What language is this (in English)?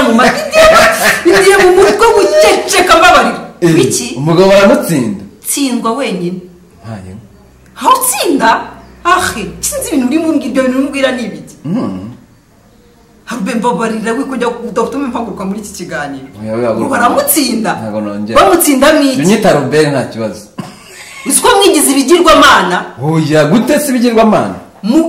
Kinyarwanda